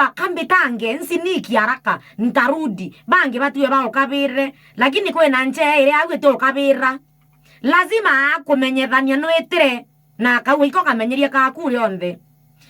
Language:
Meru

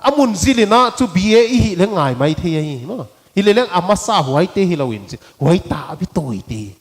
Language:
Paite Chin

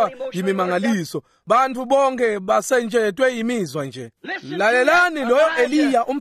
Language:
Swati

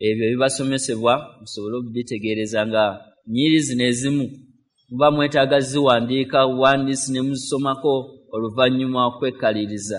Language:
Ganda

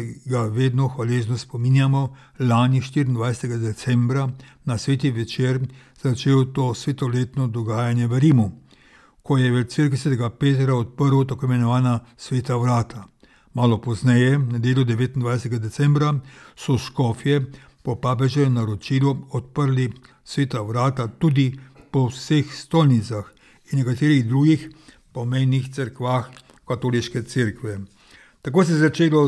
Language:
Slovenian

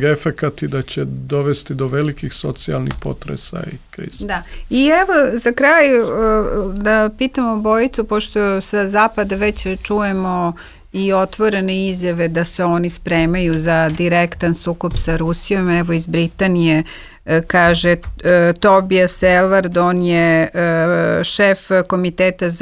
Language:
Serbian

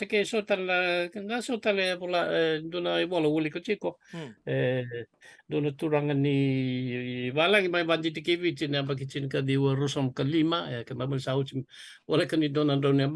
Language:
Fijian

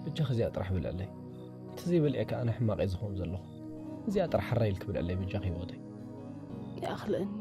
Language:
Tigrinya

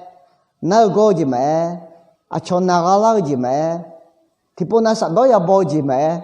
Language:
Akha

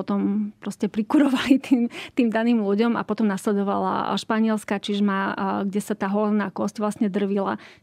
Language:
Slovak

